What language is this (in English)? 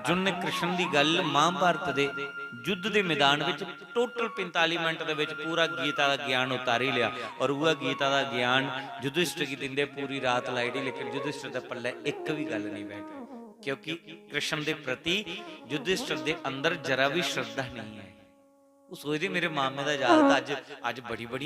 Dogri